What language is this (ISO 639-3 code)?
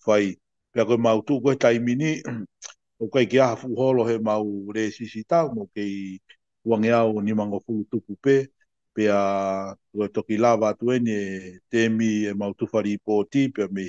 ton